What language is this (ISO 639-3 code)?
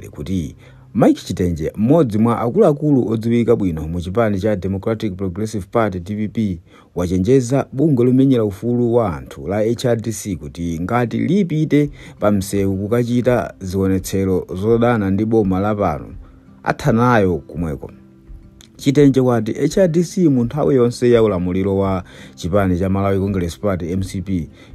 nya